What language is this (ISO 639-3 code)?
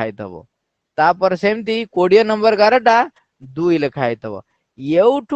ori